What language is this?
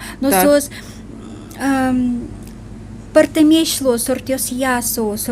Udmurt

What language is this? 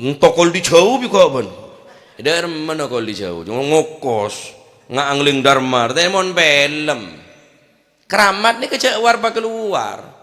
Madurese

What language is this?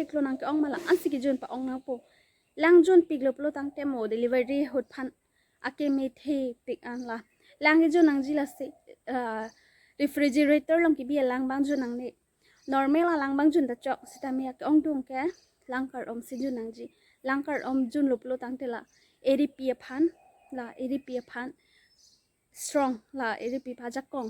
Karbi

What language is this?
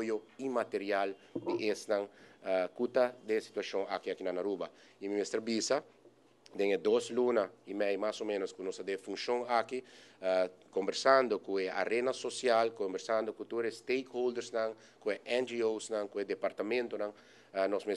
Papiamento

